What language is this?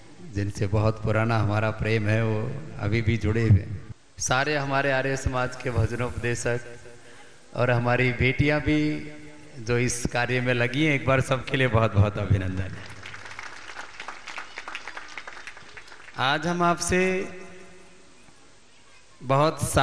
Hindi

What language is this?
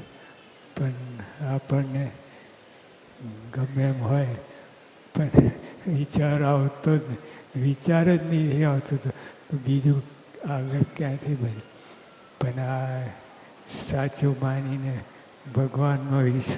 Gujarati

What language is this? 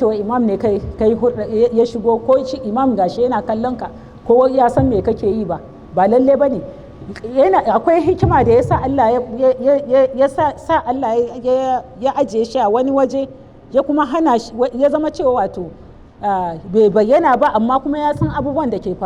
Hausa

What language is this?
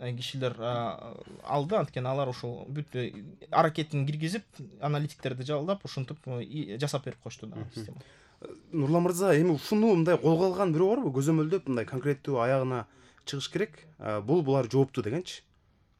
Kyrgyz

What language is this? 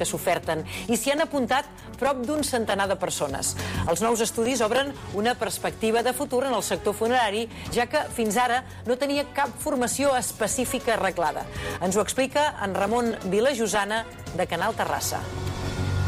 Catalan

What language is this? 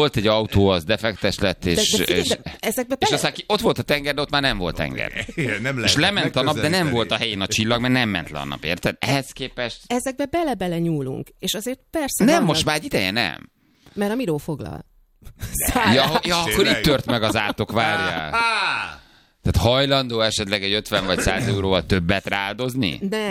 Hungarian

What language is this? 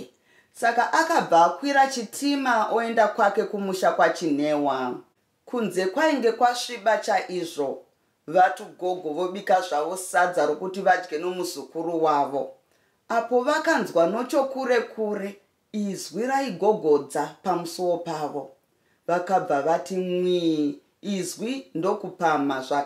Shona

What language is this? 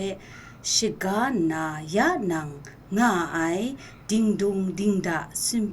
Kachin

